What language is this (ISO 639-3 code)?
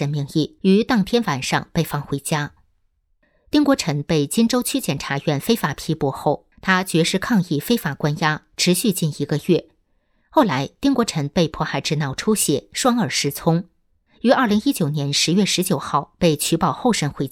zho